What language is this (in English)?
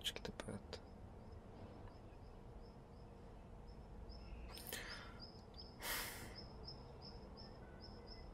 Bulgarian